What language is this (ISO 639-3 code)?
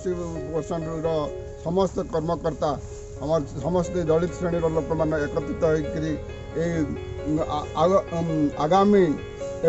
ori